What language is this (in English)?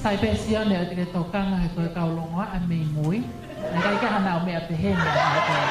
Tongan